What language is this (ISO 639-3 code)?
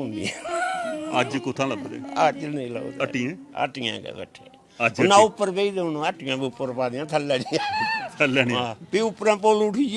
doi